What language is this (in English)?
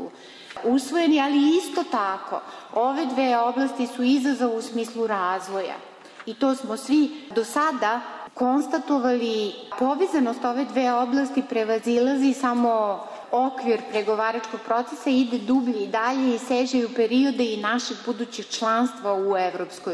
Serbian